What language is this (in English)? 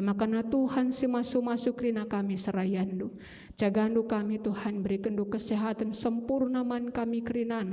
Batak Karo